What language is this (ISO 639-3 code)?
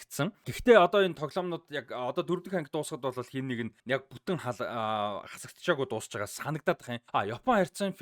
mon